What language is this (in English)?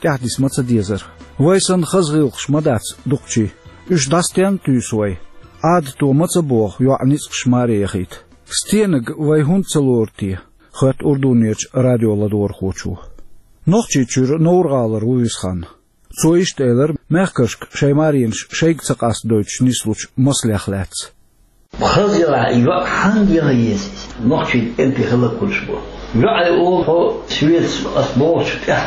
Chechen